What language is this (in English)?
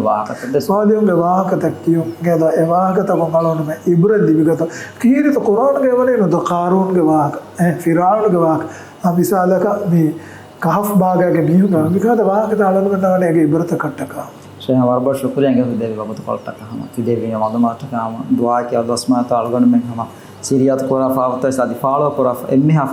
Divehi